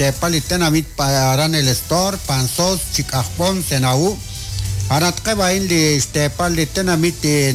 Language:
Kekchí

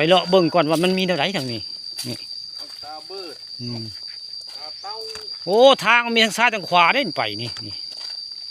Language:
Northeastern Thai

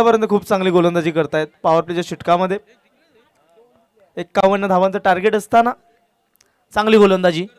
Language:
Marathi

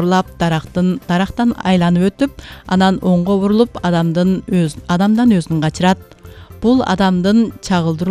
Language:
Kyrgyz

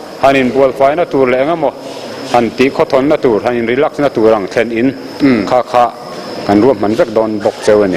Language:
Mizo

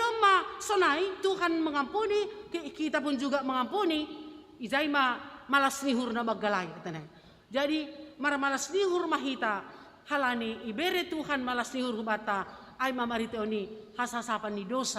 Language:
Batak Simalungun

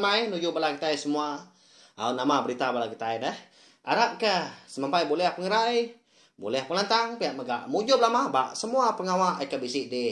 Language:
Iban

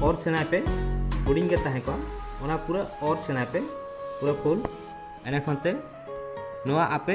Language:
Santali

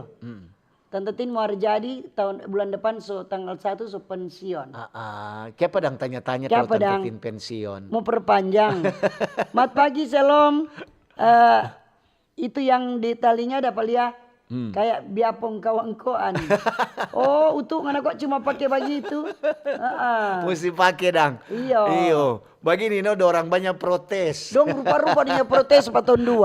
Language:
Manado Malay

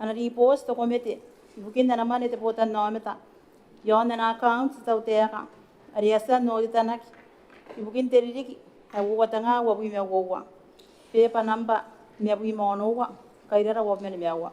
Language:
Gilbertese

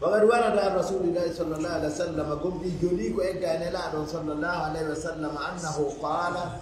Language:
Fula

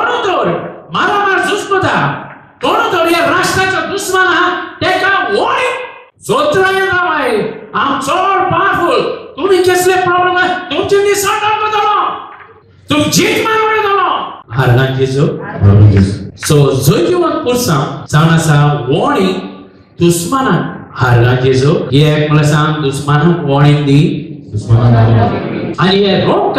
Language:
Konkani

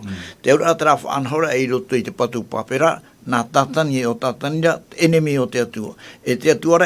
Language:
Tahitian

